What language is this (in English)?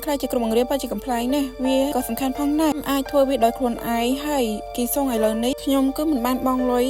Khmer